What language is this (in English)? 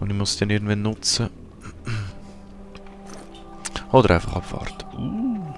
Swiss German